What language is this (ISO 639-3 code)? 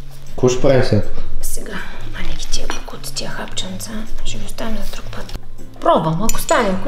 bul